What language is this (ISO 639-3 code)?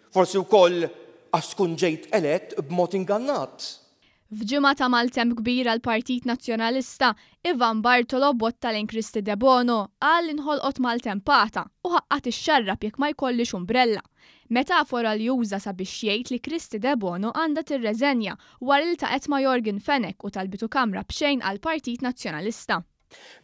mlt